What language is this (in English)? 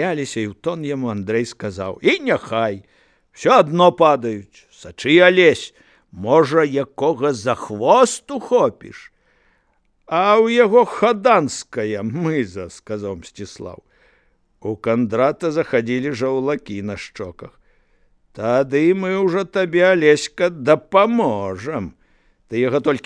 Belarusian